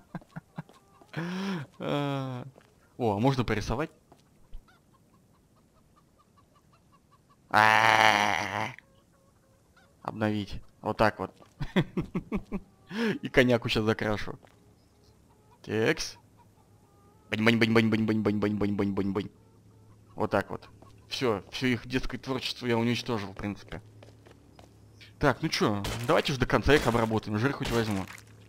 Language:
Russian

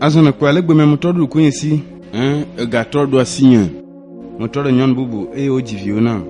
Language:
Ewe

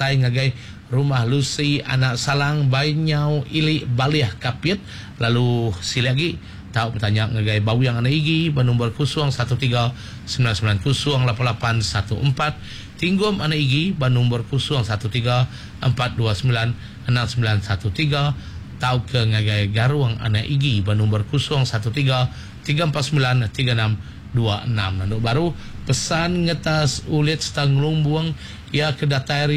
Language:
Iban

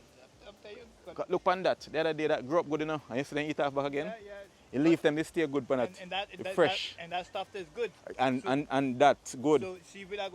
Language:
Jamaican Creole English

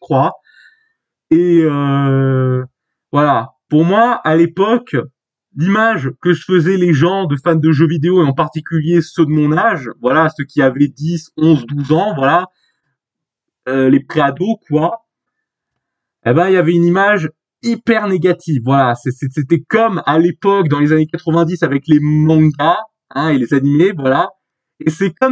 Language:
French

